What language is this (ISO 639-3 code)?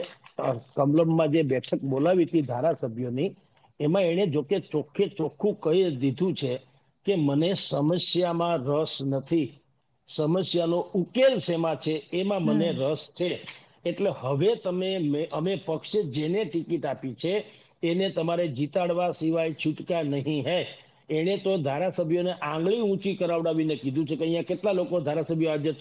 guj